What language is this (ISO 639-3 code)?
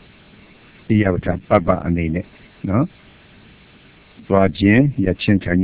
mya